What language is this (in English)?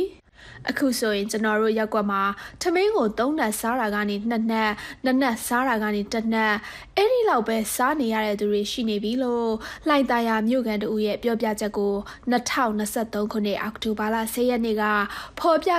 Burmese